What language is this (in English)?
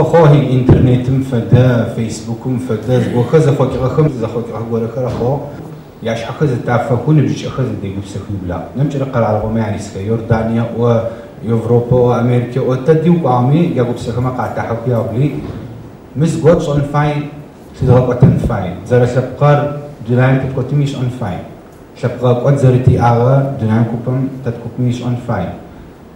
Adyghe